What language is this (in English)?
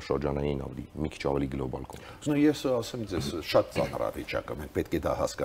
Armenian